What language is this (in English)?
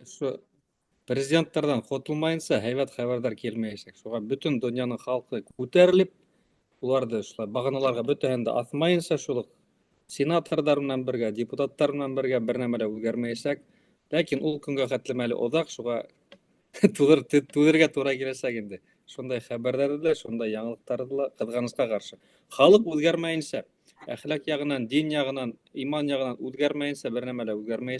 Bashkir